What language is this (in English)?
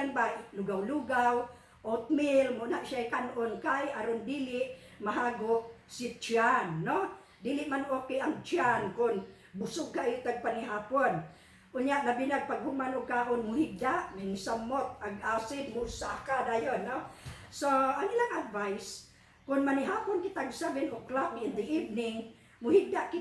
Cebuano